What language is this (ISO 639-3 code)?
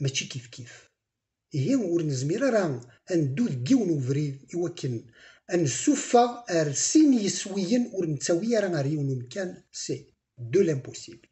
kab